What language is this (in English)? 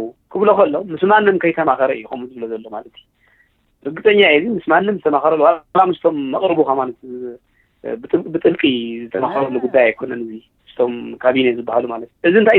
Tigrinya